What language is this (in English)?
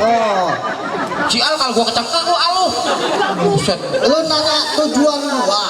Betawi